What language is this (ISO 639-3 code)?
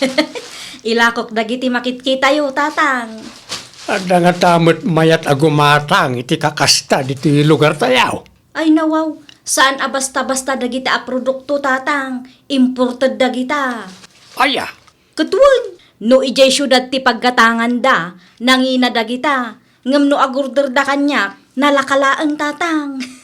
ilo